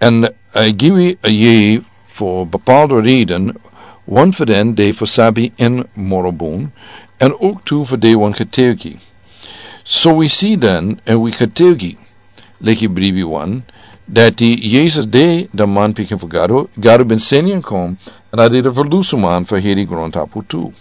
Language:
Sranan Tongo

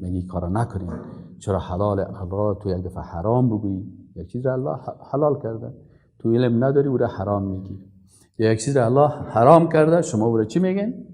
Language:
Persian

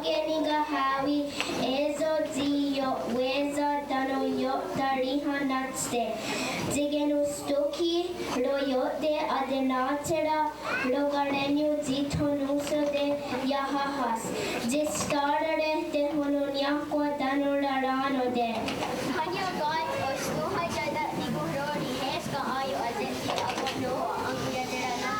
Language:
Mohawk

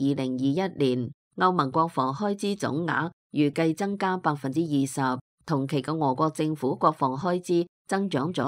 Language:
Cantonese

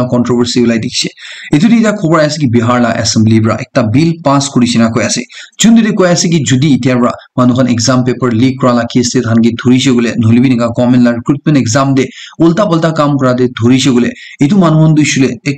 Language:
Naga Pidgin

